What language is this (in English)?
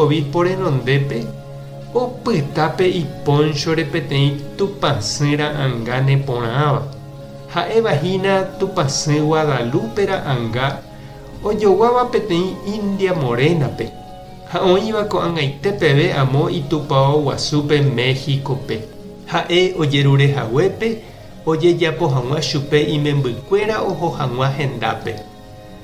Guarani